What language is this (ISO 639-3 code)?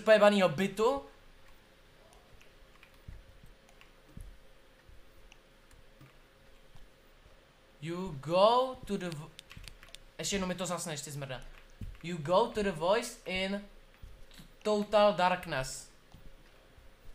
ces